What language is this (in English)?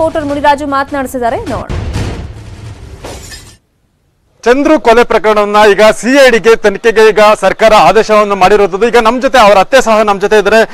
Kannada